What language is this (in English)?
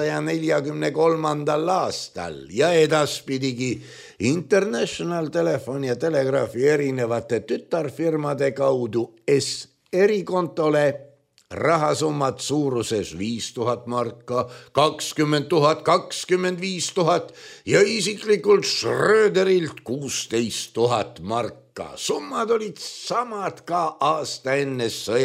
Estonian